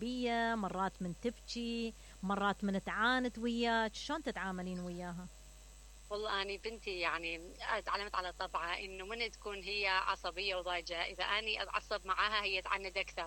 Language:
Mesopotamian Arabic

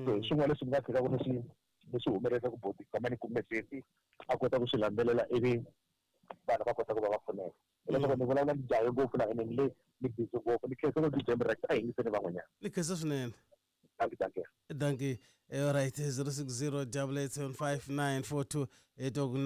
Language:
Tsonga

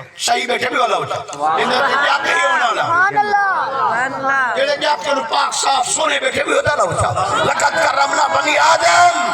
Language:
Saraiki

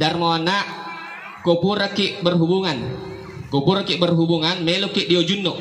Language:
Buginese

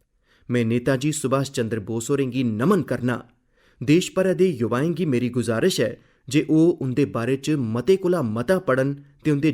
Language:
Dogri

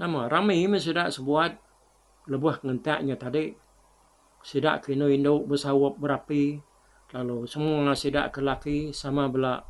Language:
Iban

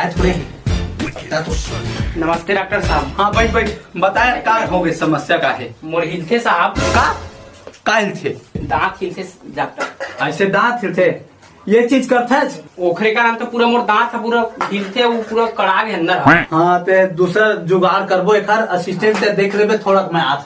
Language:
Chhattisgarhi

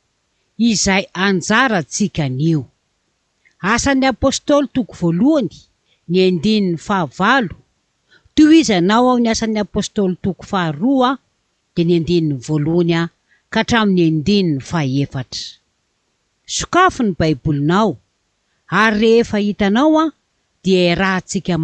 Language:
Malagasy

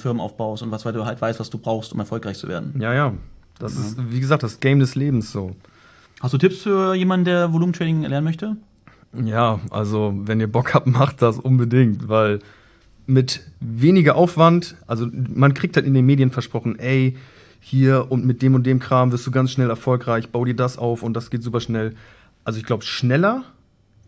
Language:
German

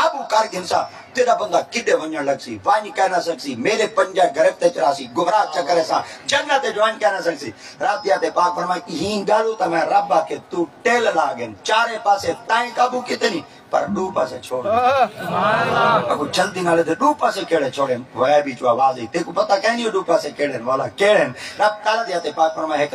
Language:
Saraiki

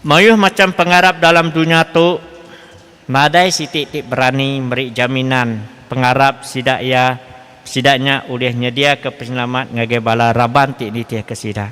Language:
Iban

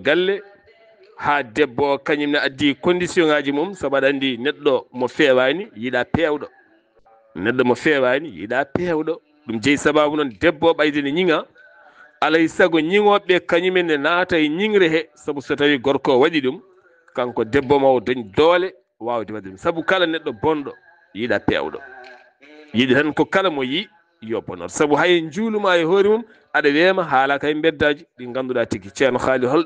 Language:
Fula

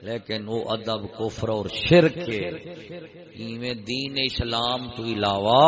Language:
Saraiki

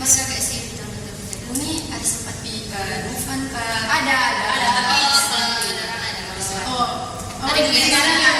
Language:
Manado Malay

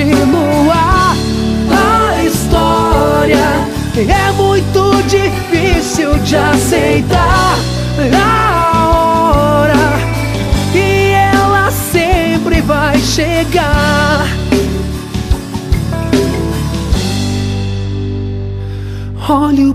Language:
Portuguese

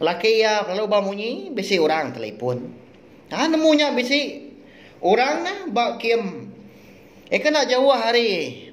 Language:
Iban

